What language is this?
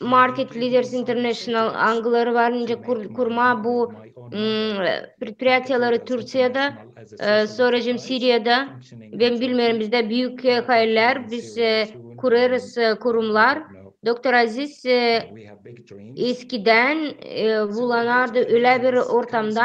Gagauz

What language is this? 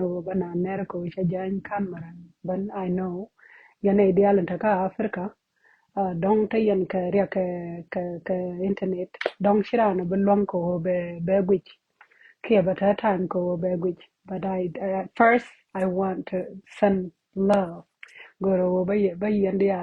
Nuer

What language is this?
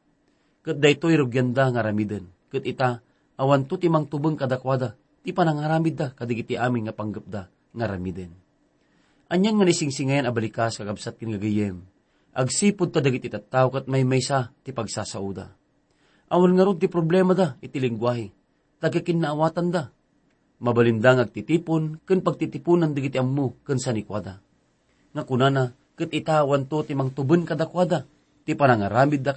Iloko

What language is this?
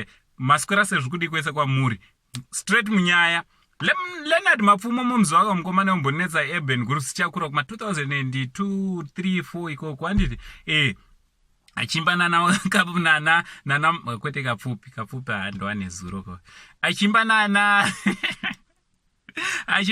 Shona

